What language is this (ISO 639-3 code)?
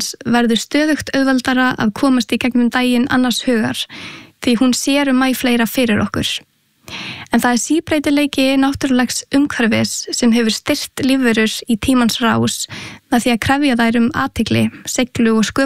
isl